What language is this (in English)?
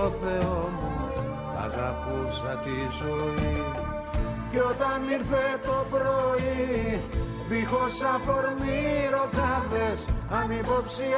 Greek